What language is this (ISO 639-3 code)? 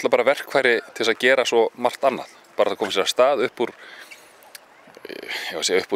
isl